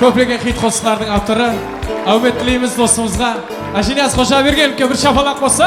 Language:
Kara-Kalpak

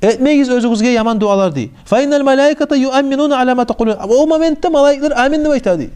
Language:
Kumyk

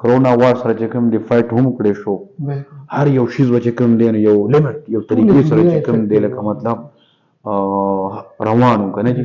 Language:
Pashto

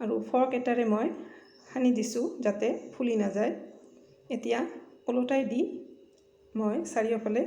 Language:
Assamese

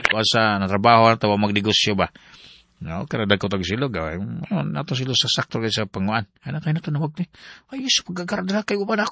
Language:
Filipino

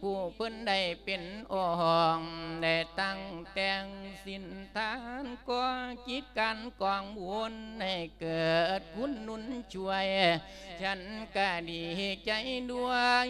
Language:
Lao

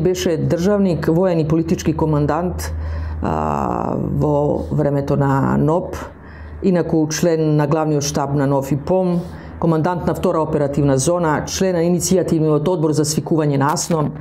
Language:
Macedonian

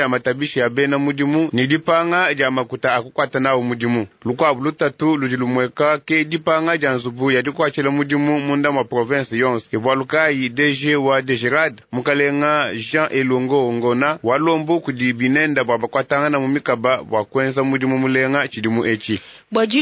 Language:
Luba-Lulua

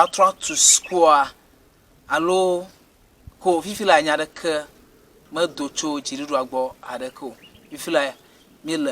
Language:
Ewe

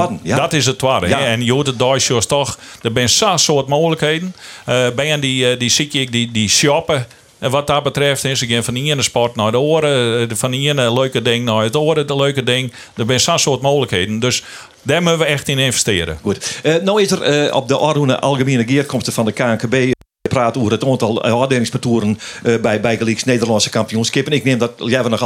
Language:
Western Frisian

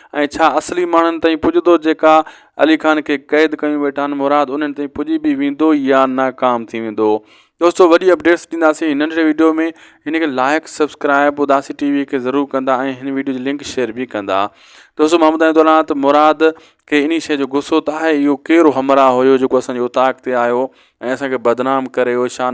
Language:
Sindhi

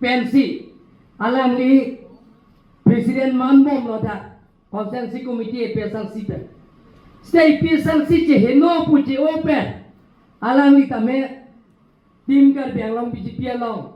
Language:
Karbi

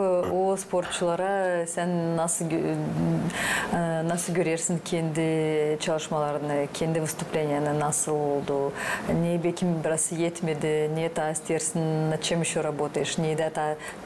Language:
Gagauz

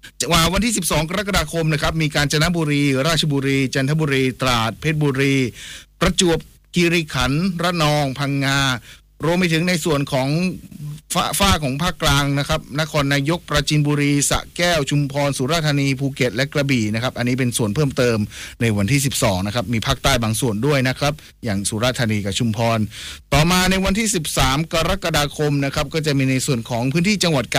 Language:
Thai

